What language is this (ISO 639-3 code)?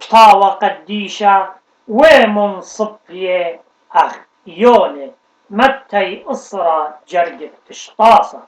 aii